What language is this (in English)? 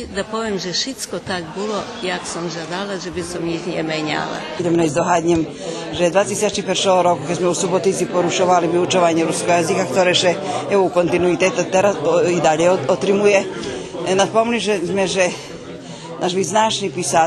Rusyn